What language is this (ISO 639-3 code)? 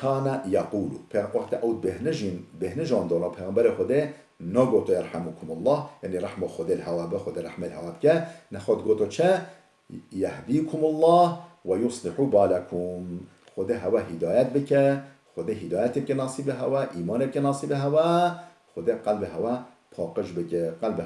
kur